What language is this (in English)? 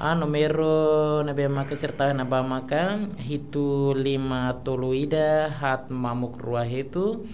Tetum